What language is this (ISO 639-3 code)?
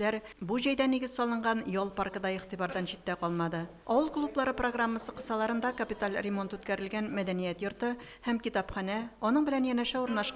tat